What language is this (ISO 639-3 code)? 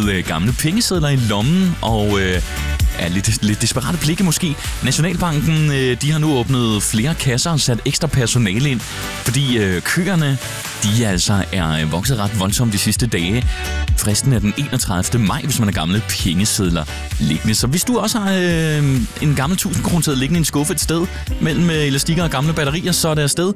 dan